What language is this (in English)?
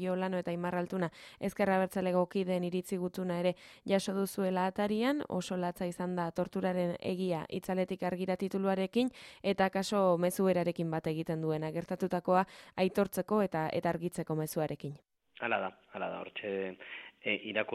Basque